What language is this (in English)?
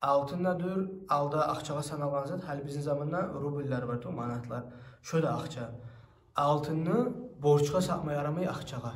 Kumyk